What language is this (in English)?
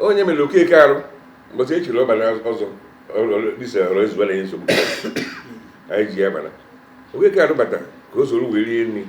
Igbo